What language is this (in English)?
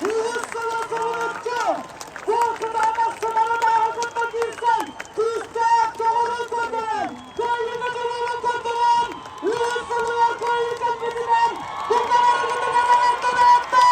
Yakut